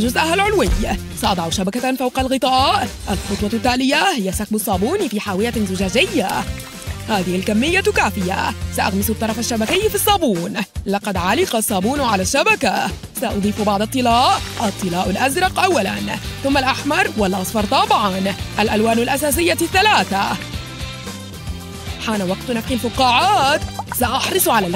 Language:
Arabic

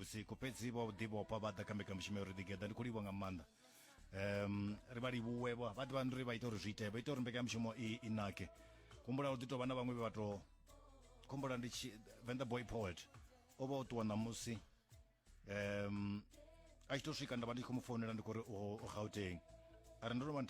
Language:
Venda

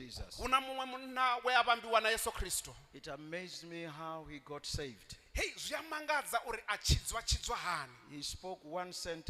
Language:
Venda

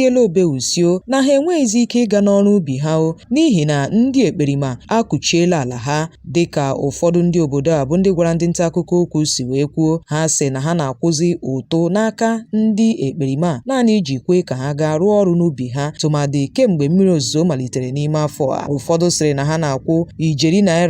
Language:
Igbo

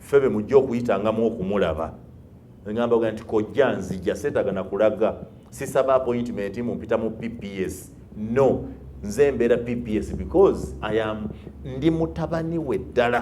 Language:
Ganda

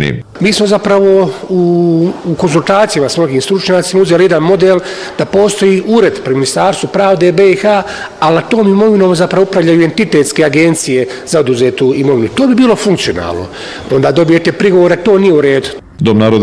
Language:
Bosnian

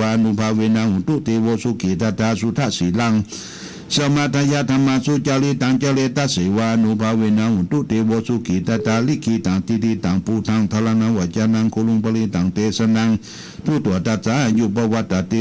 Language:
Pali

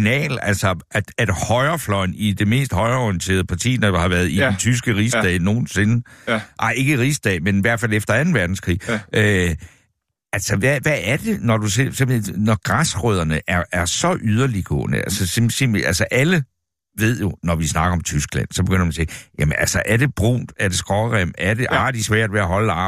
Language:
Danish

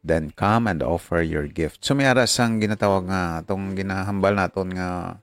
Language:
Hiligaynon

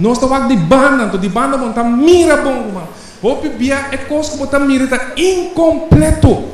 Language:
Papiamento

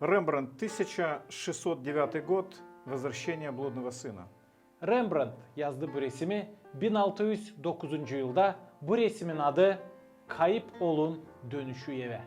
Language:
Gagauz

